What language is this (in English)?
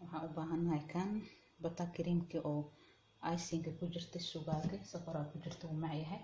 Somali